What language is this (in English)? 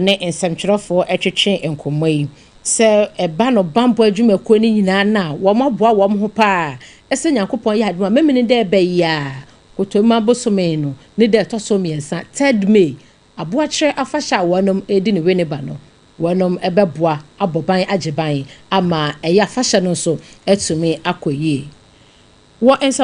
Akan